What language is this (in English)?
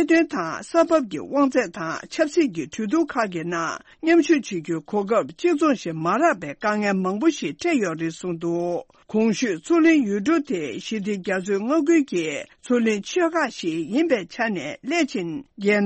Tibetan